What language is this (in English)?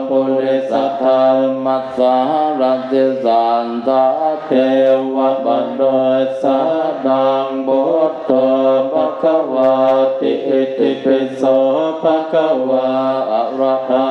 Pali